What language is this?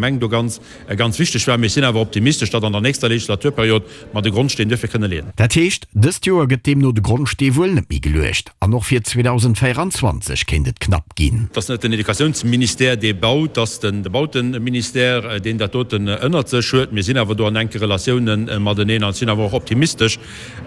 Luxembourgish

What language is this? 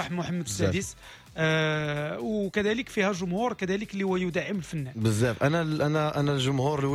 Moroccan Arabic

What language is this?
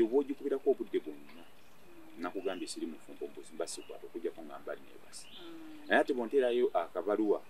Ganda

